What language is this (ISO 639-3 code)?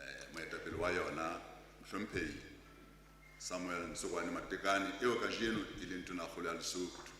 sot